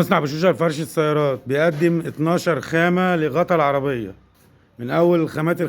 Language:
Egyptian Arabic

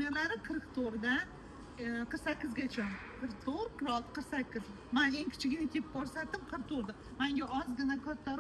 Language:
Uzbek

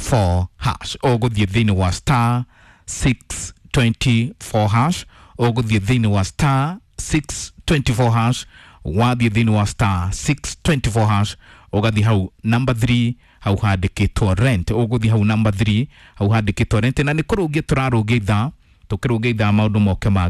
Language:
Kikuyu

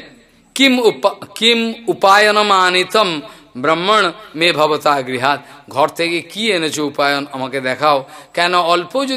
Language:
Bangla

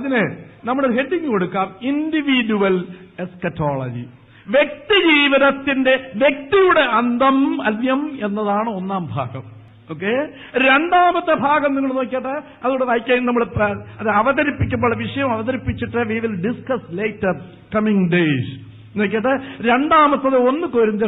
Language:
Malayalam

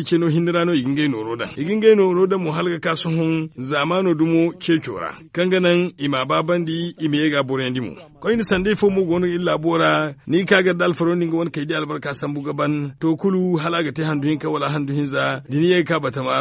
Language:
Zarma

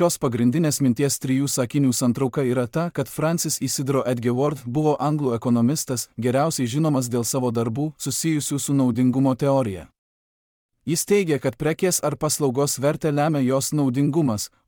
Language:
Lithuanian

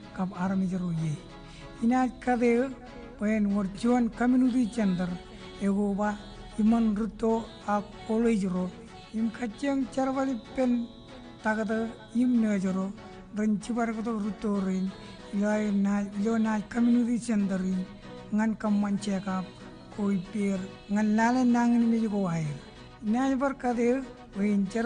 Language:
Marshallese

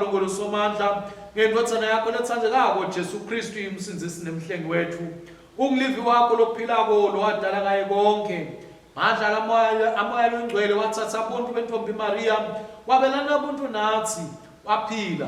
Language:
Swati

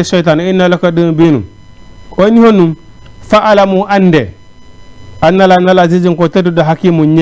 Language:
Fula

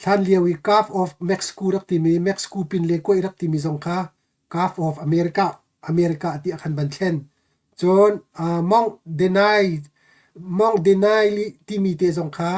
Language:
Hakha Chin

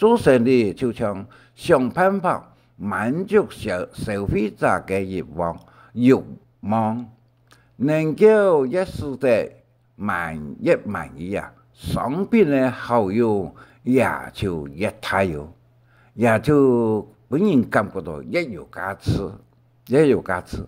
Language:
Hakka Chinese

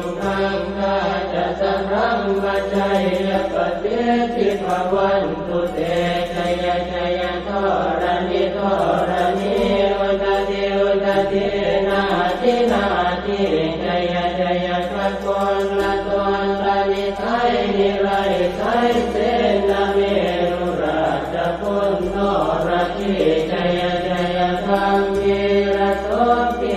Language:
Pali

